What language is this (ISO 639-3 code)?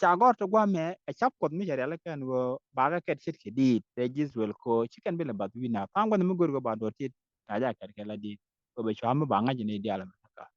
nus